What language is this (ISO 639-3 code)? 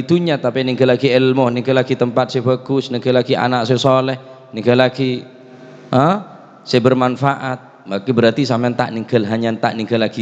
mad